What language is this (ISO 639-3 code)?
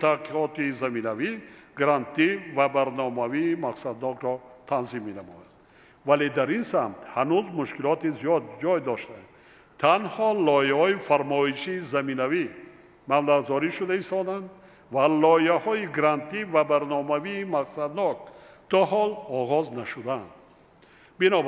tgk